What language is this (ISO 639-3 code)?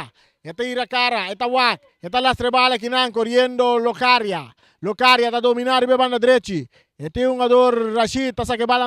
pap